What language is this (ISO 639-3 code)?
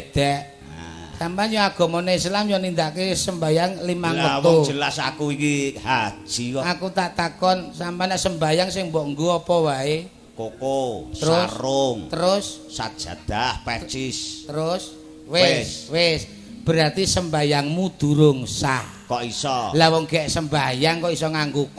jav